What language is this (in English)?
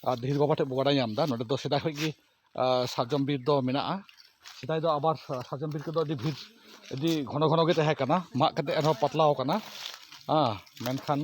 Santali